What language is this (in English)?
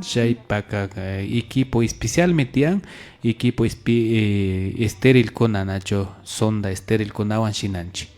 Imbabura Highland Quichua